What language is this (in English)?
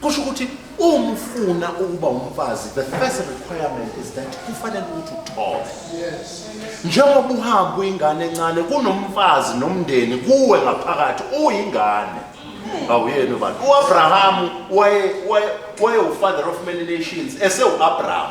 Zulu